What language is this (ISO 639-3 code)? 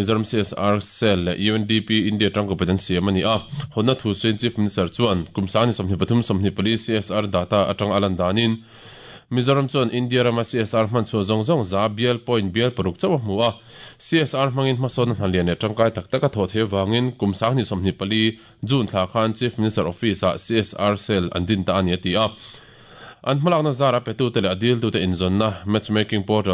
lus